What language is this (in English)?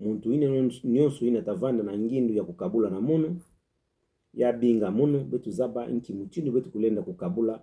Kituba (Democratic Republic of Congo)